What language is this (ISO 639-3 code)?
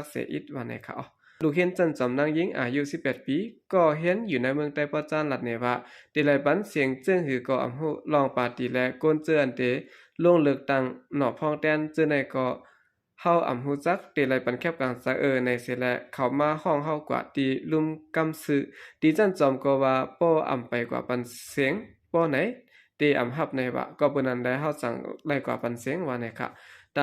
shn